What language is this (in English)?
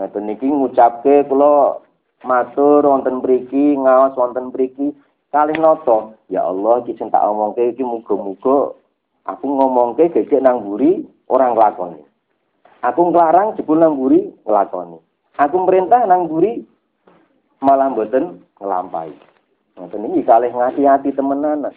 Javanese